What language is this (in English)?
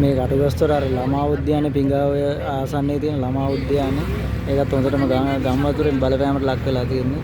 Sinhala